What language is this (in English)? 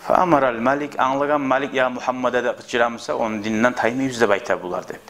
Kumyk